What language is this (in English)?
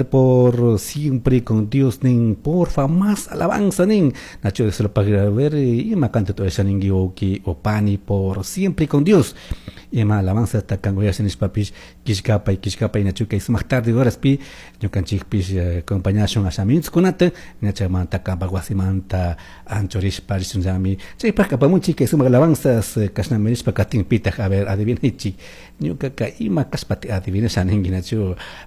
Chimborazo Highland Quichua